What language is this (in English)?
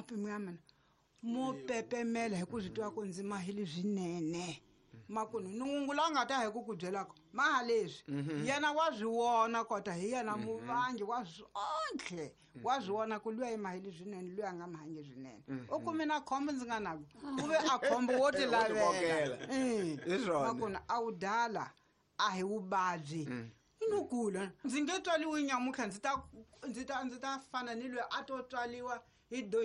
Tsonga